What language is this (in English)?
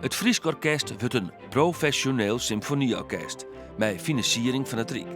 Western Frisian